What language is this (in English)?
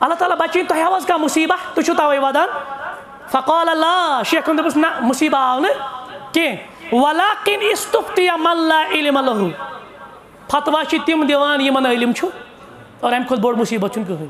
Kashmiri